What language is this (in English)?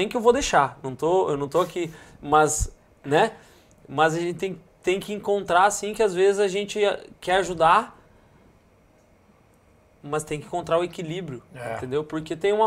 Portuguese